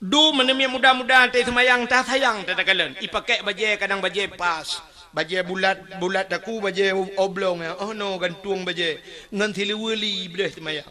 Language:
Achinese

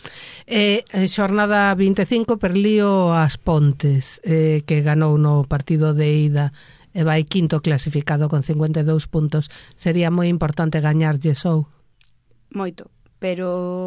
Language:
Galician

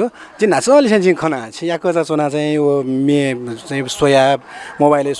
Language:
Newari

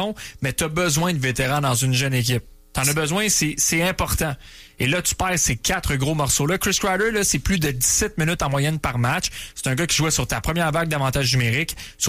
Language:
French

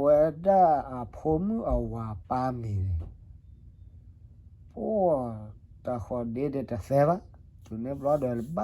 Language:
S'gaw Karen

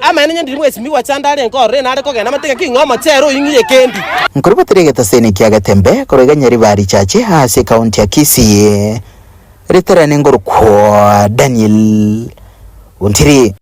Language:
Gusii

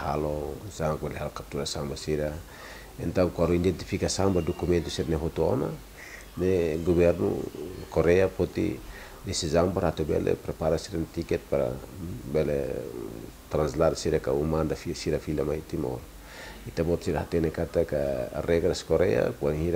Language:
Tetum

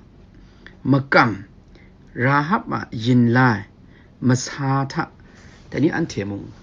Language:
Kachin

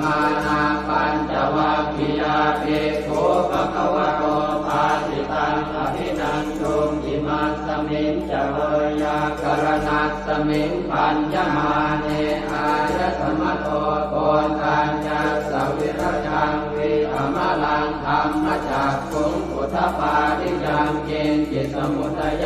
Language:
Pali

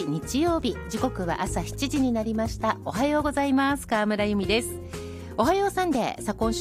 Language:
Japanese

